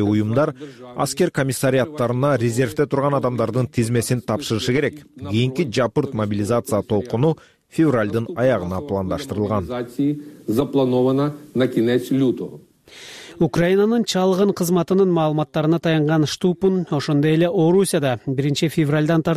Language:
Kyrgyz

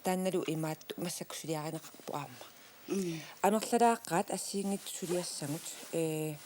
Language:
Kalaallisut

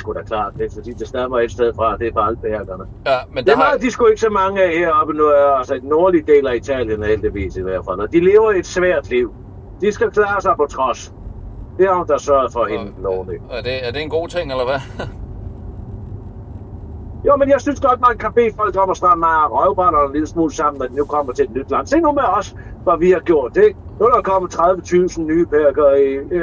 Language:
Danish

